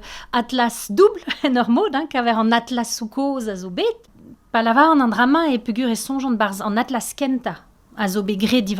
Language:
Breton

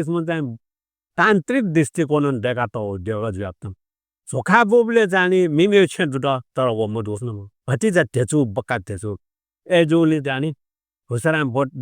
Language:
Newari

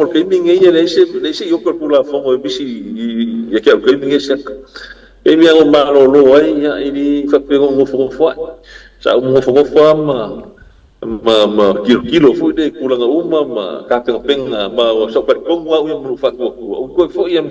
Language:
Samoan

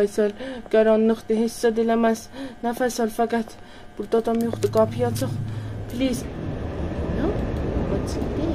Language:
South Azerbaijani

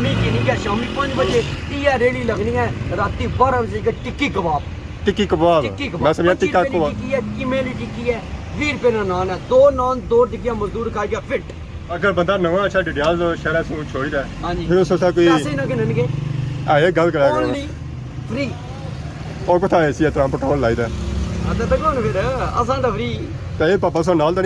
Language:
Pahari-Potwari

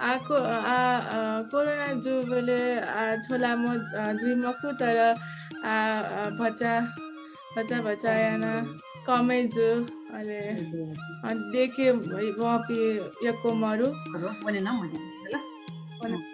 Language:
Newari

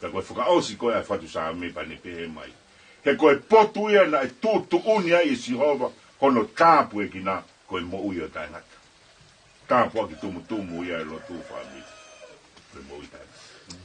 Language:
Tongan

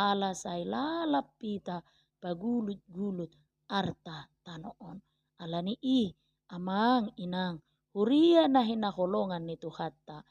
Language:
Batak Toba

